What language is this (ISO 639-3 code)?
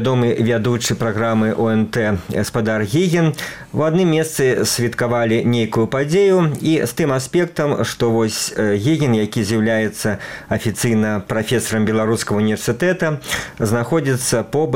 bel